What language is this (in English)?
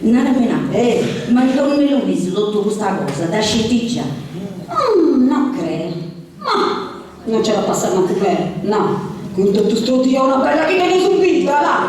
Sardinian